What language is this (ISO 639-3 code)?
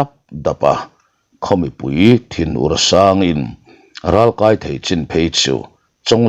lus